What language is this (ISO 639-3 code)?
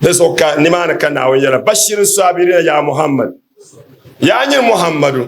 dag